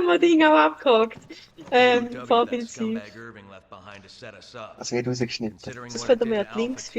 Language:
Swiss German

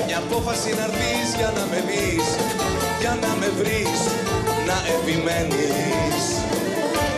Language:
Greek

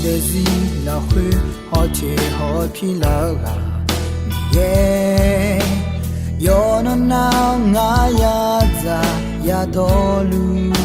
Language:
Akha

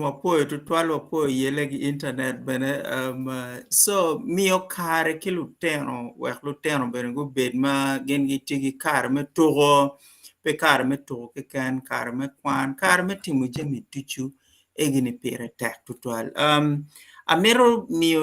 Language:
Acoli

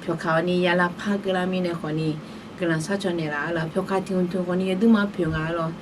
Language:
Akha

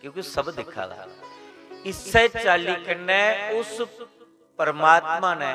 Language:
Dogri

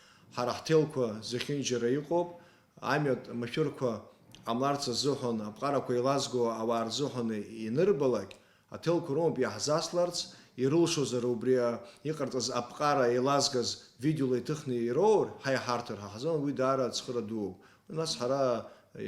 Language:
Abkhazian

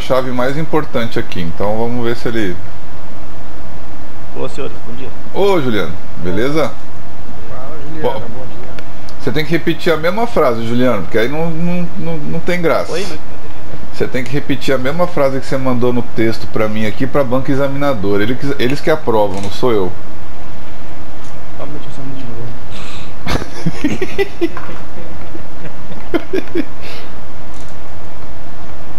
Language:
Portuguese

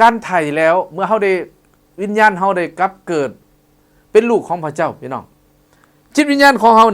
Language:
Lao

